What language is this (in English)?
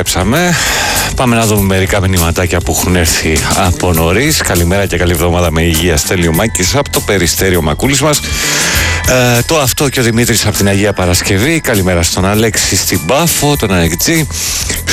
Greek